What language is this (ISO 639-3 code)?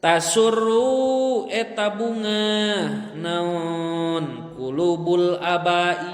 sun